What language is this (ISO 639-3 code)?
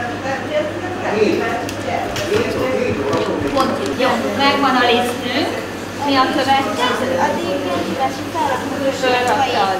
hun